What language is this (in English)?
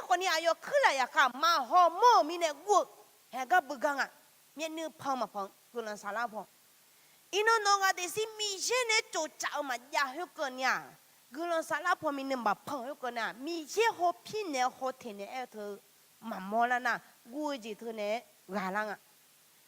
Akha